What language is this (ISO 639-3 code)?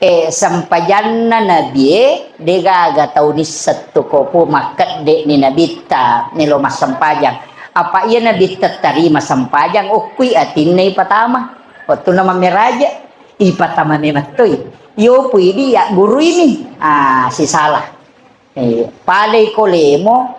bug